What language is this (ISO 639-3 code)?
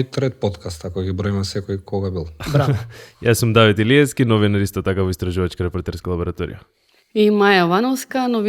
mkd